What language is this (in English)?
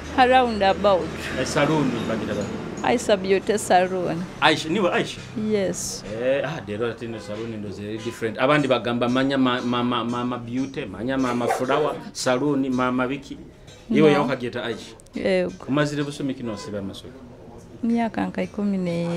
Nyoro